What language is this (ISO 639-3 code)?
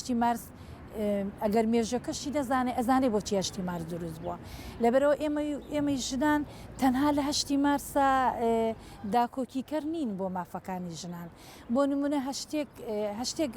ckb